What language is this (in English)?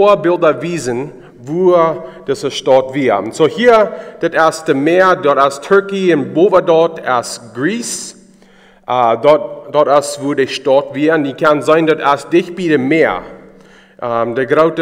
Plautdietsch